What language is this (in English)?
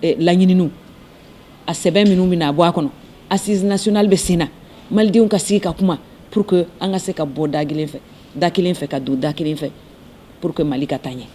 Bambara